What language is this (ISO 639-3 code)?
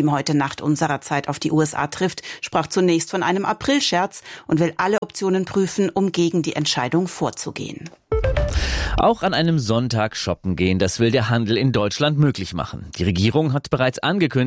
deu